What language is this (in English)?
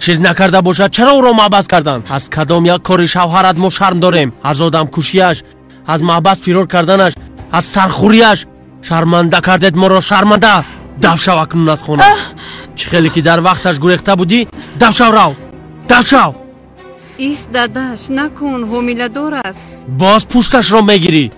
Tajik